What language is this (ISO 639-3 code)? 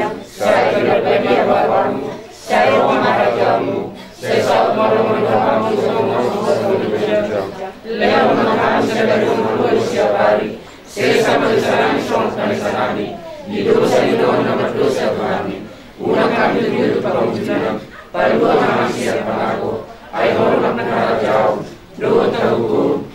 bbc